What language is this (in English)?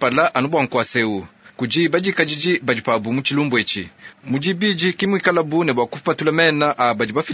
Luba-Lulua